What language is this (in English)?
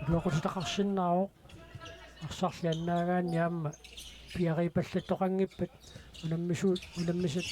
Kalaallisut